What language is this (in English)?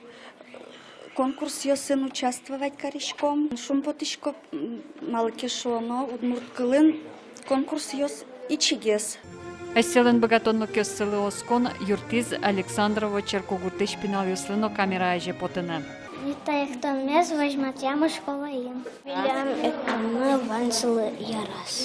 Udmurt